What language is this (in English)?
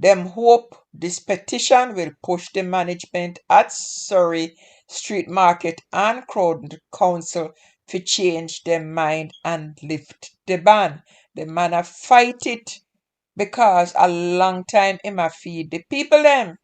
Jamaican Creole English